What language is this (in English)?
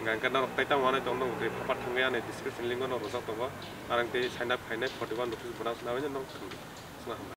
Kok Borok